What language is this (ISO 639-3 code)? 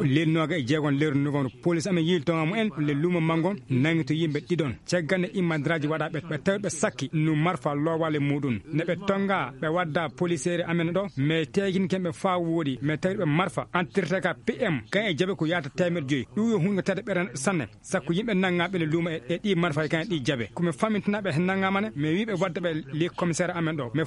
ful